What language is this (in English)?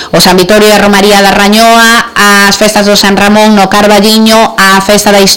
Galician